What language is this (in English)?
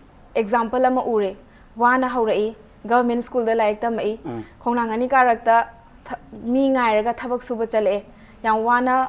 Manipuri